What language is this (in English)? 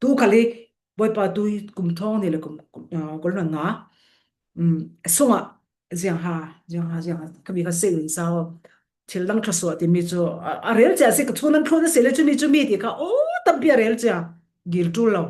Falam Chin